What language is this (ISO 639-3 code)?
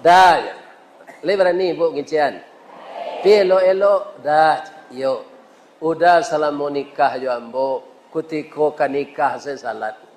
min